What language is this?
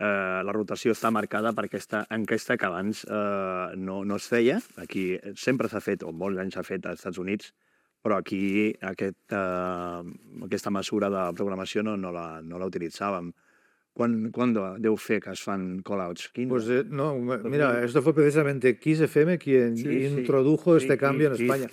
Catalan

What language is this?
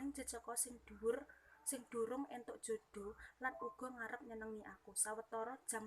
Javanese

